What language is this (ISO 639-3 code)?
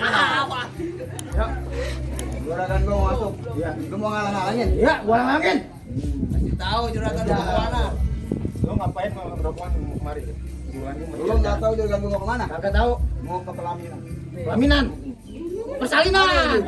bew